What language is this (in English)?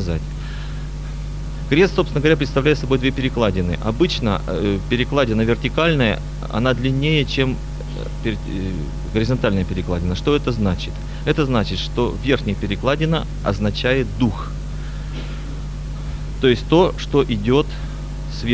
Russian